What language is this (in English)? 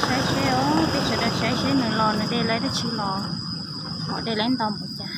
Hmong